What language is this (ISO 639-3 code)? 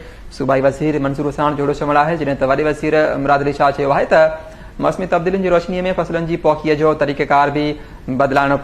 snd